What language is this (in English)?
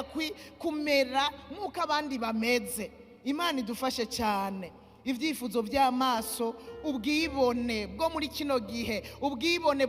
Rundi